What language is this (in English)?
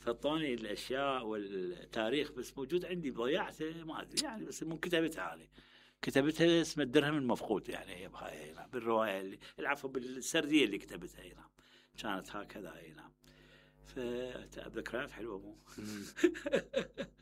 Mesopotamian Arabic